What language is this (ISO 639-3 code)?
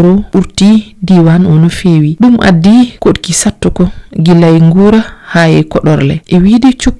ful